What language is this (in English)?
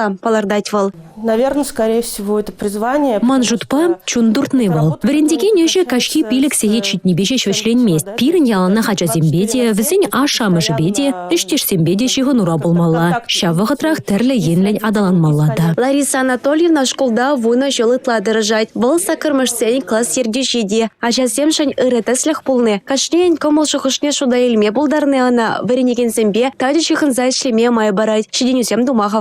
Chuvash